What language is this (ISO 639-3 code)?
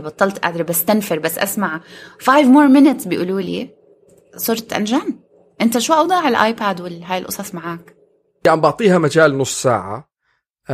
apc